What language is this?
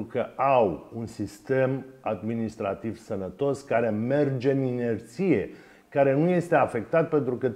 Romanian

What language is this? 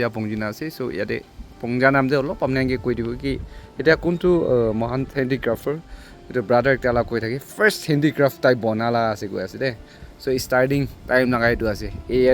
Naga Pidgin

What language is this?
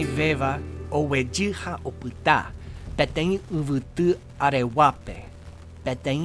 Guarani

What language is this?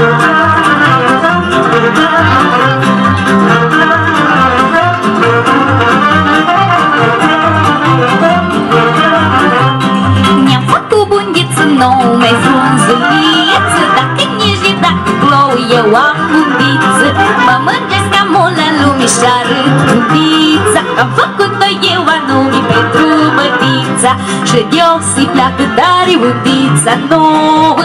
Romanian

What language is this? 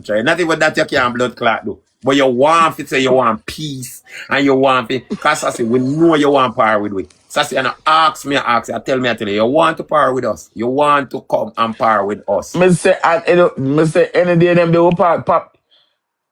Jamaican Creole English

